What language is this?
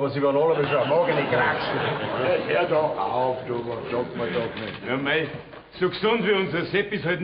Bavarian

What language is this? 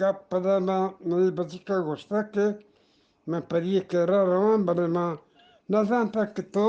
Eastern Balochi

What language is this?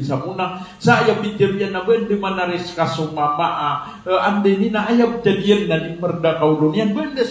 Maranao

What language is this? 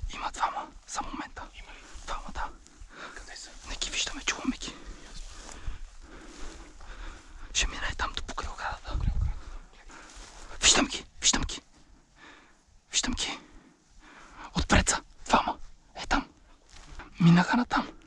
Bulgarian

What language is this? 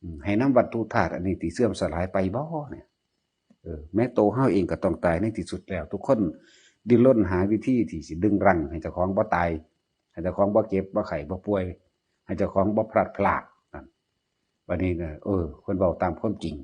Northeastern Thai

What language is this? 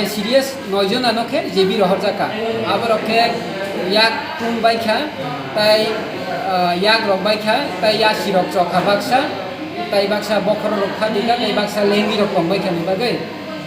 Kok Borok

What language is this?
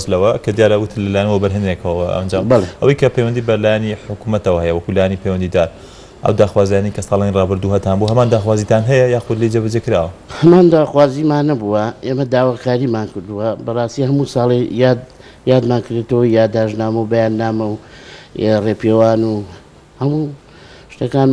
Central Kurdish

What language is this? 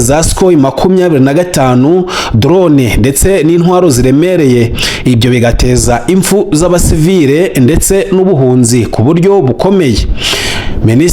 Kinyarwanda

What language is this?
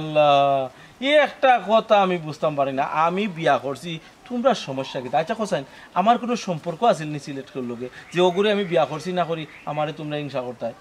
Sylheti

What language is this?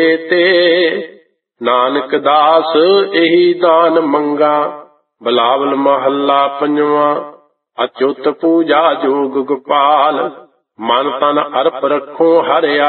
Punjabi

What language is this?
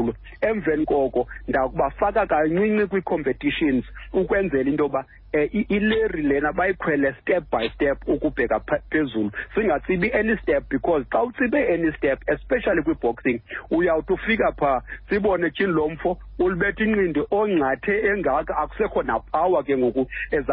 Xhosa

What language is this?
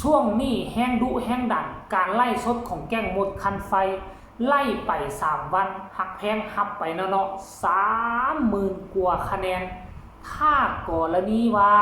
Northeastern Thai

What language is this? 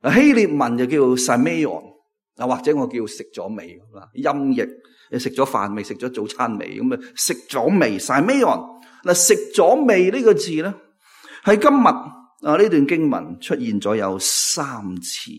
Cantonese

